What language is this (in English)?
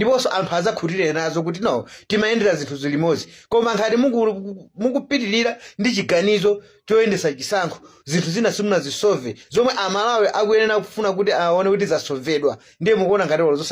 Nyanja